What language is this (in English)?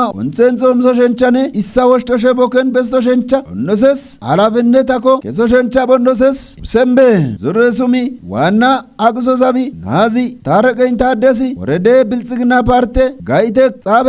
Kafa